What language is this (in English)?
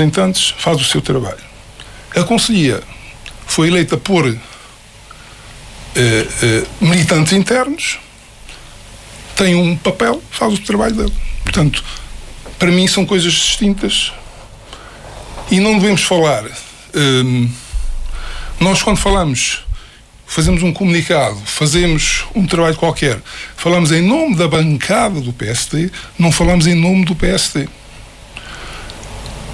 Portuguese